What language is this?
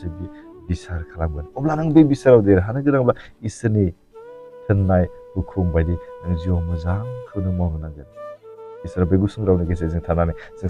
Bodo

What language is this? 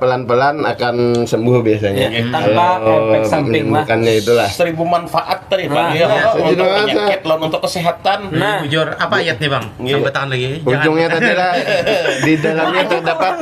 Banjar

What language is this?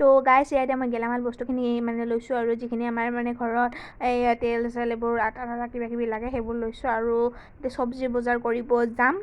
Assamese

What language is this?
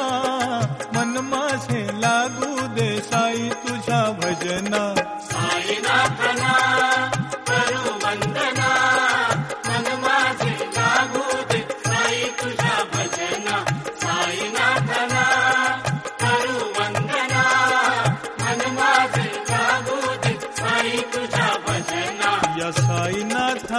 Marathi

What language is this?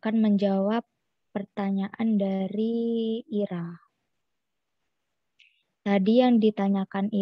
Indonesian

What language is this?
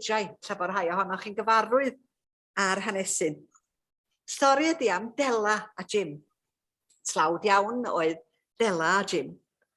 Welsh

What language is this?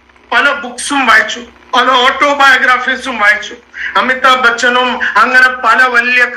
Malayalam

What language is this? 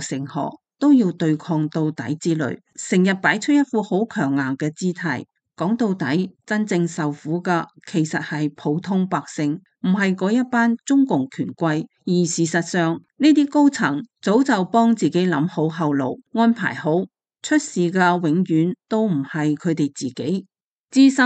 Cantonese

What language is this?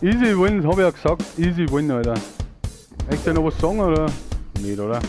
Bavarian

